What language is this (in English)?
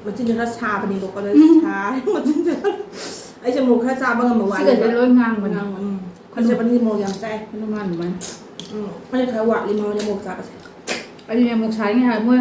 Manipuri